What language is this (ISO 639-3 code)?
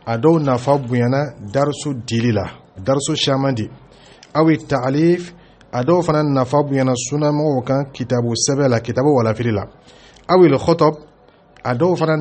dyu